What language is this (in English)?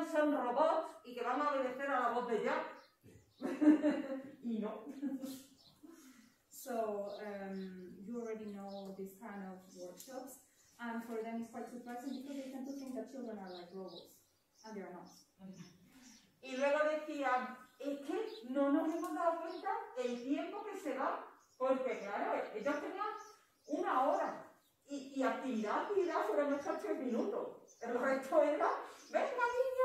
Spanish